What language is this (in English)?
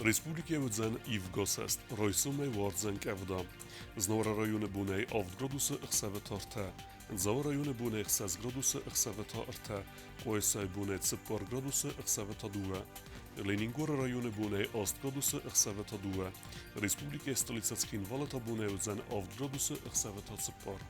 Ossetic